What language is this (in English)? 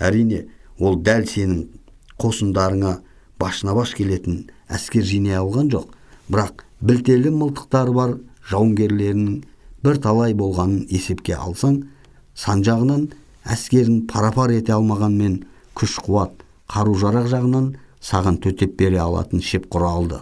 Kazakh